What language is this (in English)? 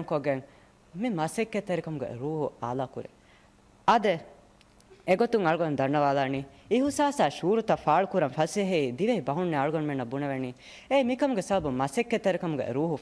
Divehi